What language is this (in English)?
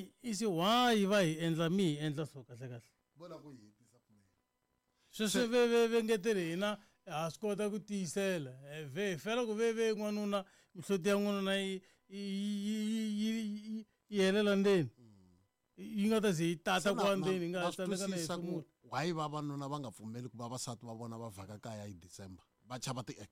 Tsonga